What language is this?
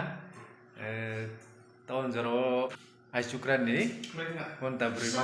Riang (India)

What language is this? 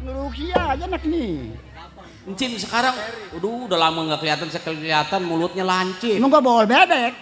Betawi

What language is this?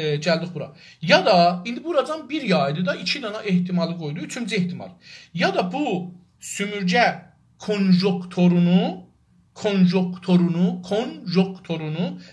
South Azerbaijani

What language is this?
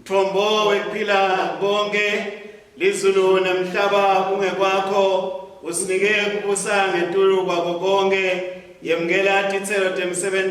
Swati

